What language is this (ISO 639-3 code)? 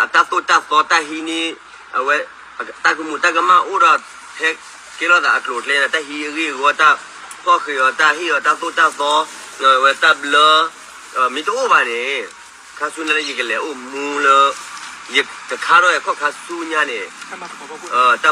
ksw